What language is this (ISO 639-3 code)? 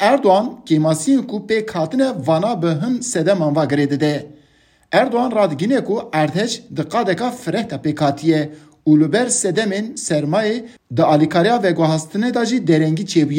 kur